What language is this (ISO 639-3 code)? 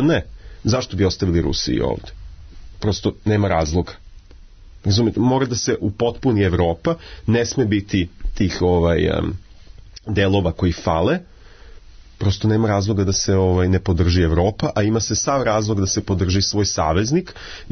srp